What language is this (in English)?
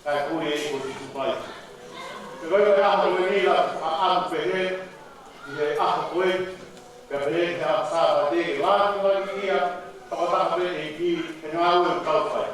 Tongan